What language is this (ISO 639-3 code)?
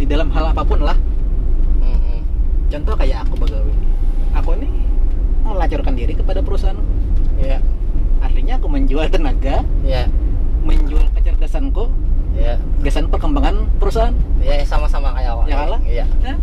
bjn